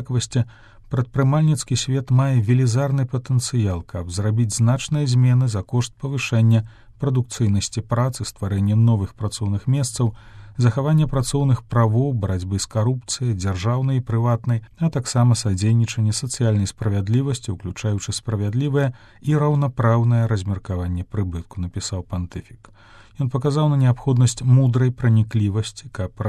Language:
Belarusian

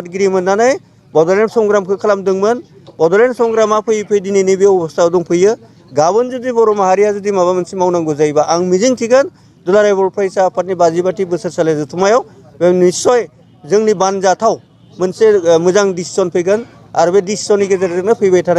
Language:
Bodo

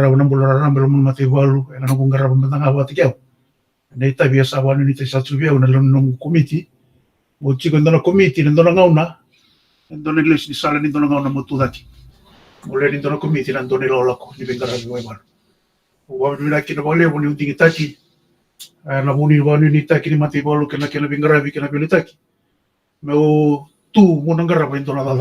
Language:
Fijian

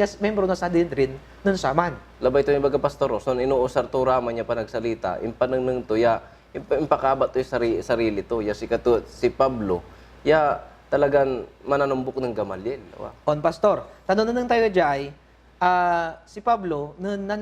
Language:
Pangasinan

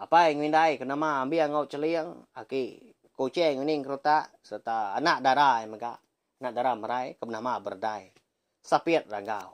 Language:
Iban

